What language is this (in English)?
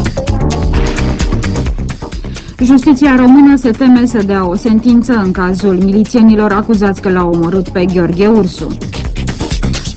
Romanian